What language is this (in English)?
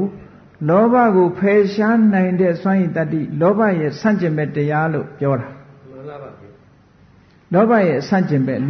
Burmese